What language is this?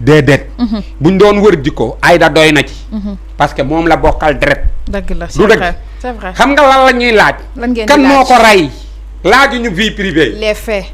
Wolof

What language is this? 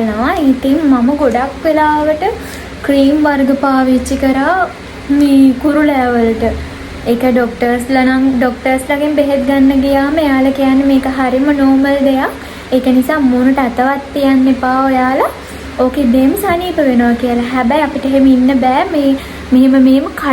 Sinhala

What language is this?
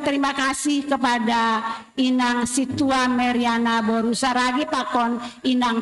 Batak Simalungun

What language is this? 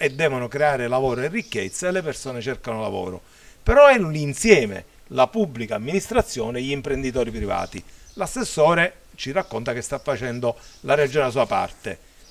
Italian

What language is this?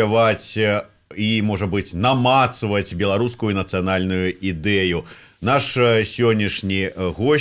Belarusian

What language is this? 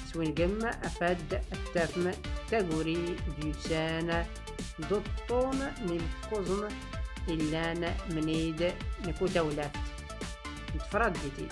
Tachelhit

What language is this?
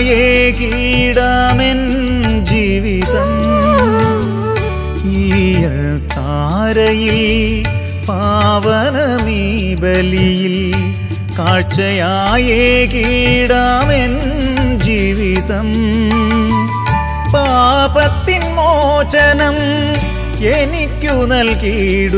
Malayalam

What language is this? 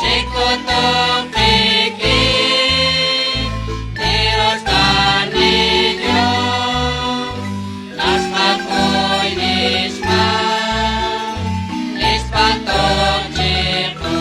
Kekchí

